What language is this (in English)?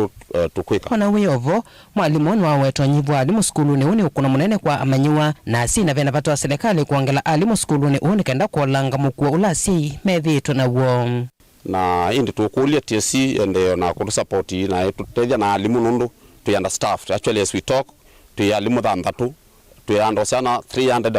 Kamba